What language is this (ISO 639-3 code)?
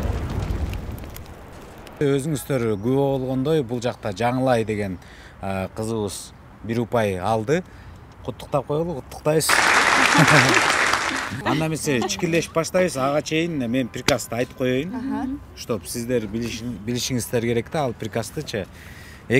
kir